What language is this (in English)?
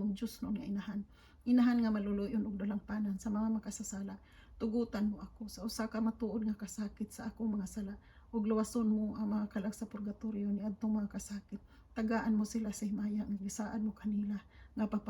Cebuano